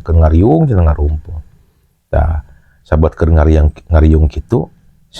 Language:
Sundanese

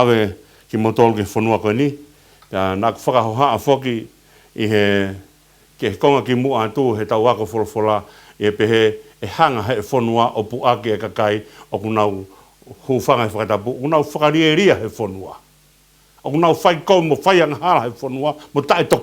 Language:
Tongan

